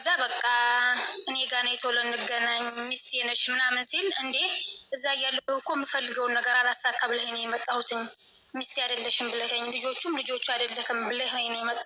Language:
Amharic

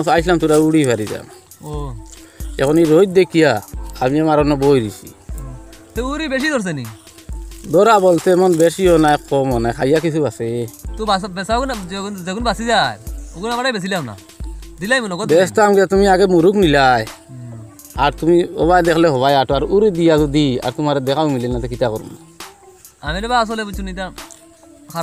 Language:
Sylheti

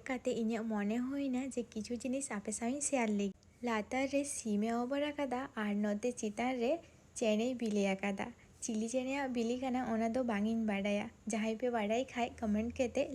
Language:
Santali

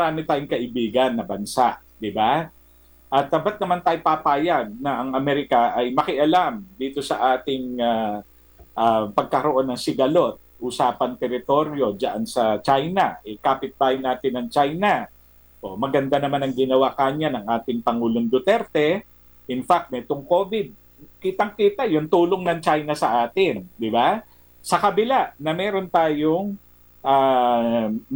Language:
Filipino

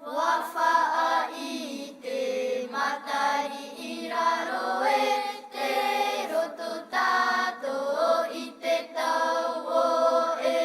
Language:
Tahitian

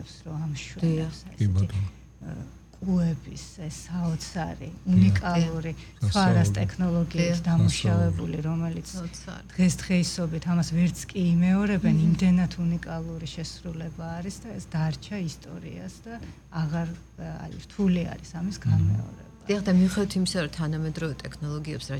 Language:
Georgian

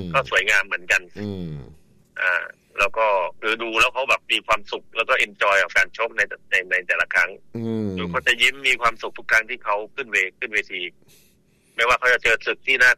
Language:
Thai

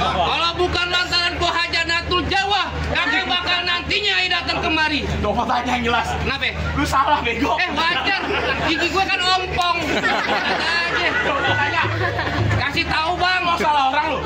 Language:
Betawi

